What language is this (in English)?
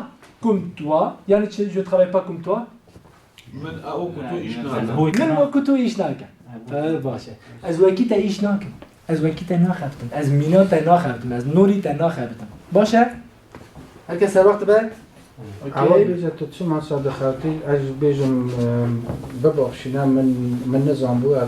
Kurdish